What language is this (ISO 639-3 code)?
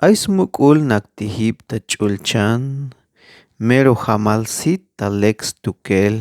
tzh